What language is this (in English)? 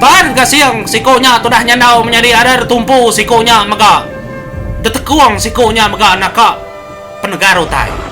Iban